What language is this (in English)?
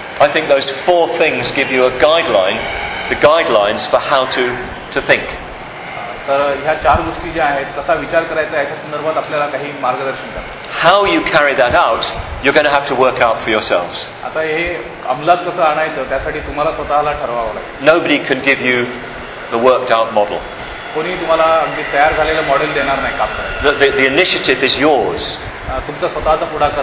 Marathi